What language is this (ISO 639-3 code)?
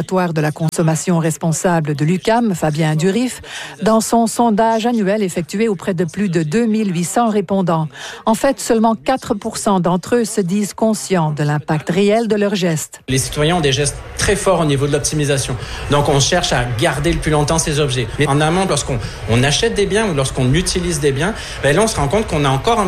fra